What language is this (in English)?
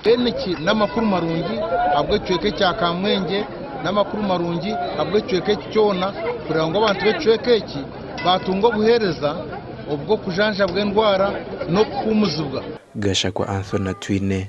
Nyankole